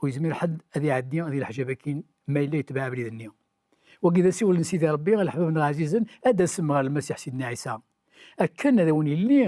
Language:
Kabyle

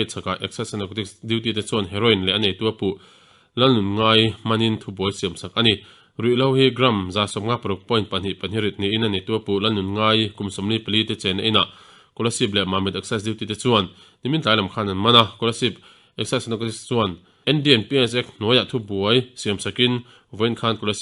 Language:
Mizo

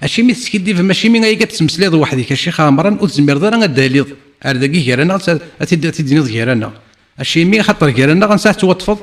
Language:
Kabyle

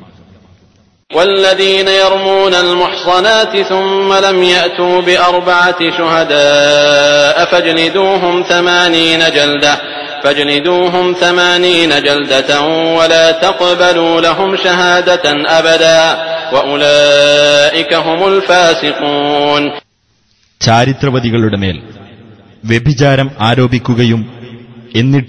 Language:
Malayalam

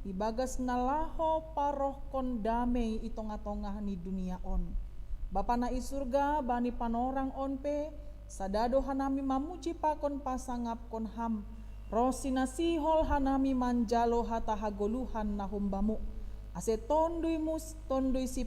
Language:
Batak Simalungun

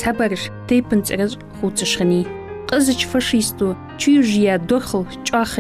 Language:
Ingush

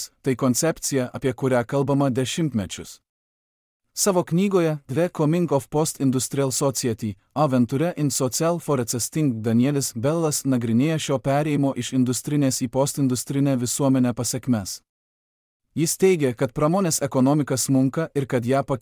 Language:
Lithuanian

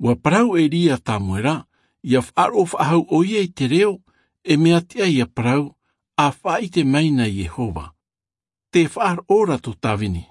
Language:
Tahitian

